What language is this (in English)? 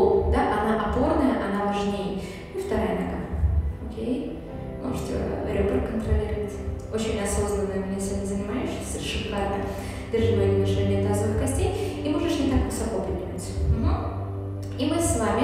Russian